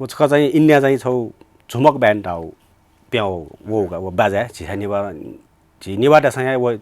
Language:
Newari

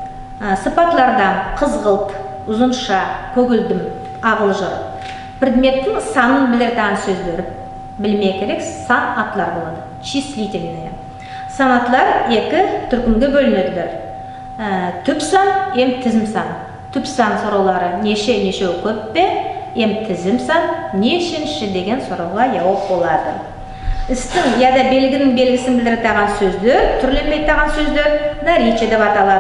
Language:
Nogai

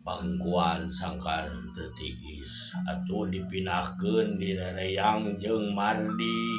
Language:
Sundanese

